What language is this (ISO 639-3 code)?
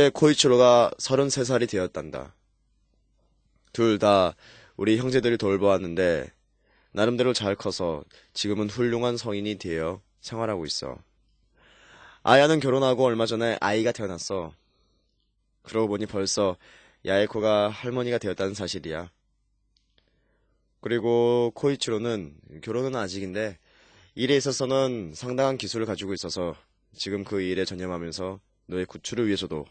kor